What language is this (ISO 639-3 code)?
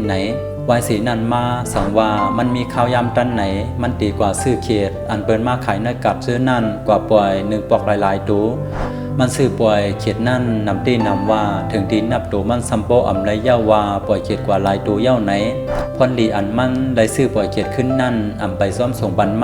shn